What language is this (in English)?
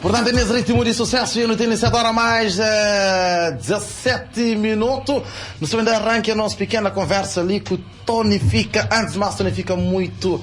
Kabuverdianu